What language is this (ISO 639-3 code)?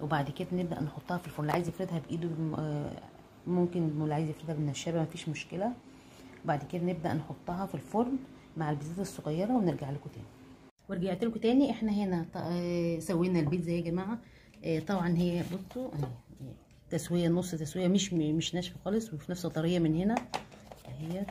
arz